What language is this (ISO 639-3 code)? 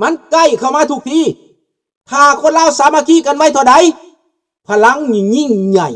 lao